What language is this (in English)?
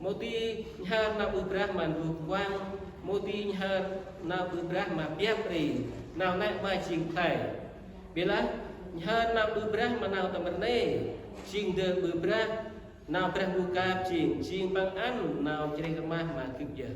Central Mnong